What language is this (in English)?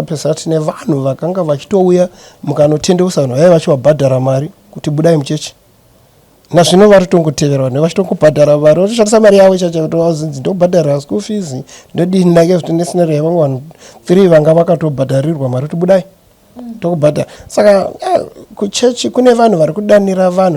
Shona